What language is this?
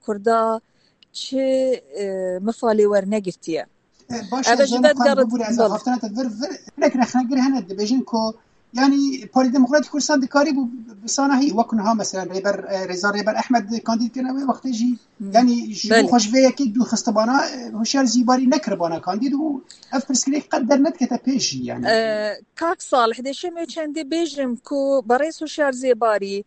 Kurdish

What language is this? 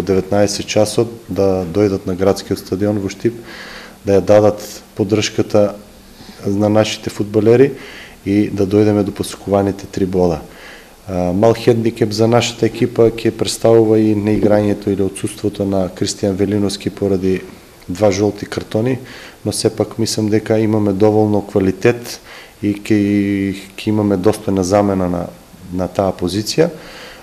Macedonian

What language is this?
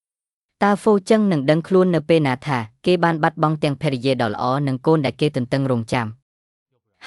Khmer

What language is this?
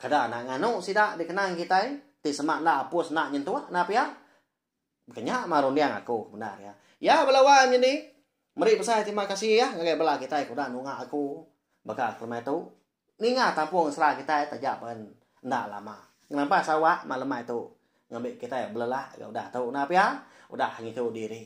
Iban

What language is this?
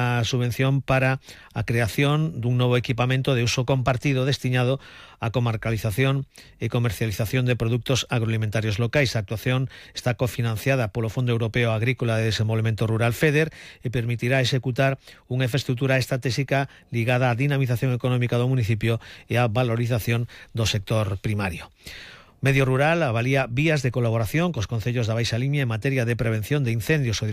Galician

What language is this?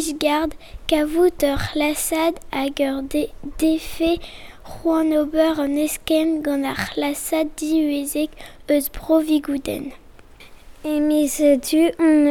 Breton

